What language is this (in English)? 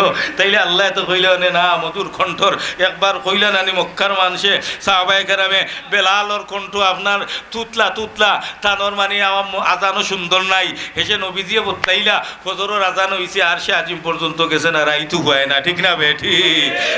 Sylheti